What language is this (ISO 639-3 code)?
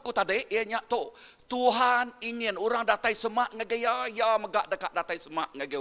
iba